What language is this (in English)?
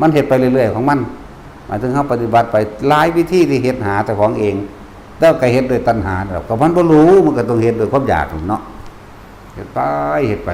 Lao